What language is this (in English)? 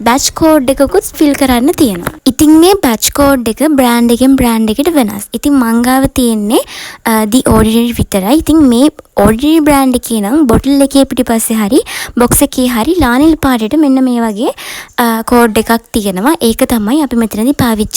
Sinhala